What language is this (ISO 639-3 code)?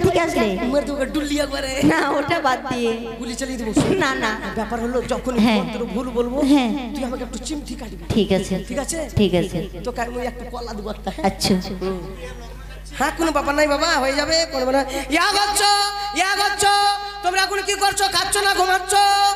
ben